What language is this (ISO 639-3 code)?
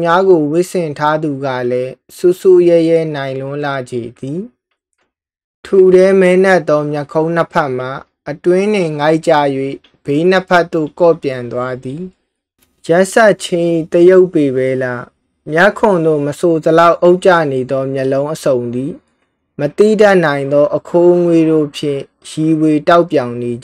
mya